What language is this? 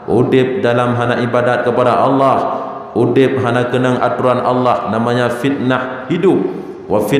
Achinese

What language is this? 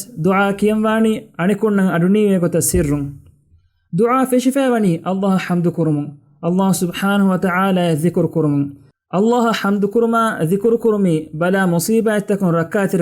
Divehi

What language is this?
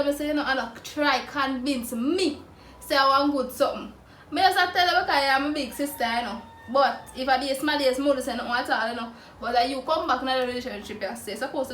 Jamaican Creole English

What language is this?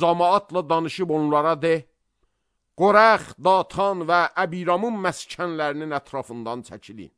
Azerbaijani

